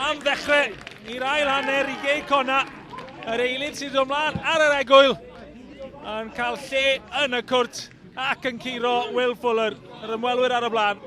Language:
Welsh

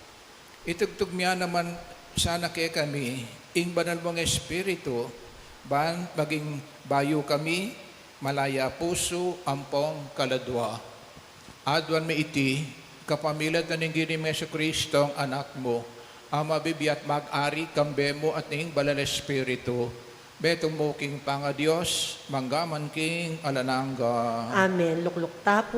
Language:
Pampanga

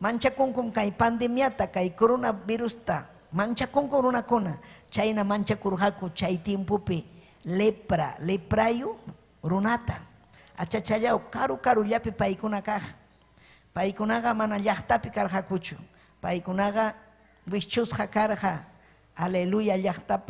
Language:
Ayacucho Quechua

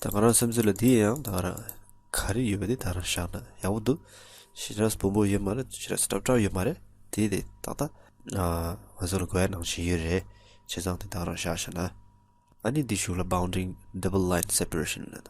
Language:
Tibetan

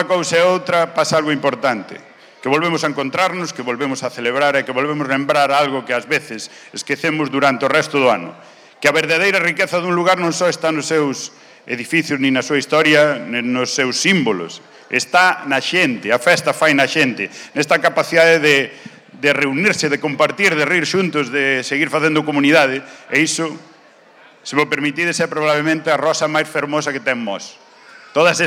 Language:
Galician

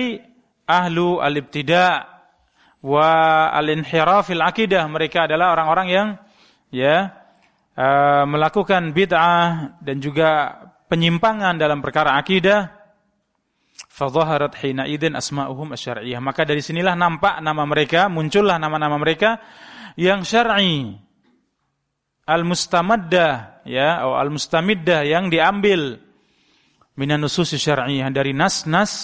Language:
Indonesian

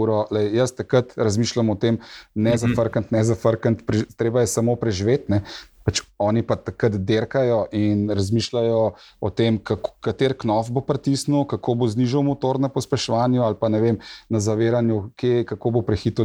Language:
Slovenian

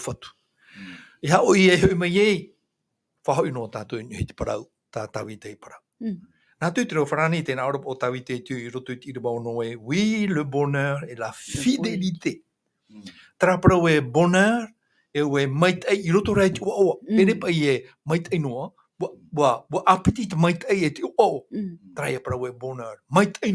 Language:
Tahitian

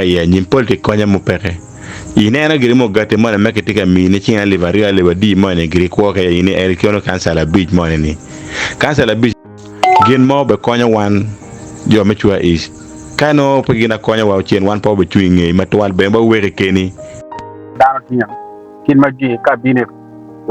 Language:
Acoli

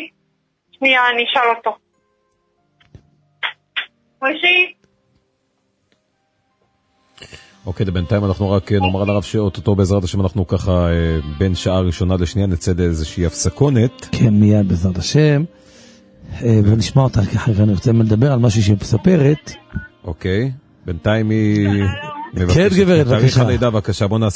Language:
Hebrew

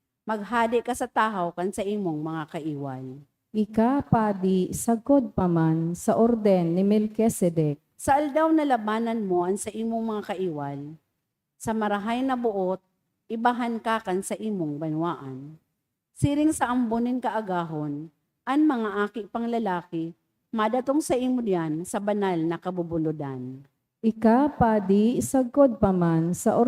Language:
Bikol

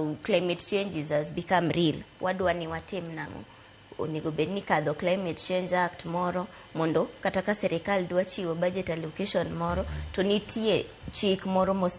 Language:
Luo (Kenya and Tanzania)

